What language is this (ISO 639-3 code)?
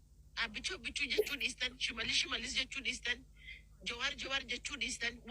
orm